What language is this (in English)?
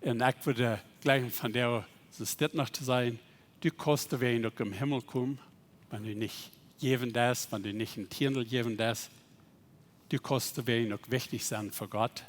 Plautdietsch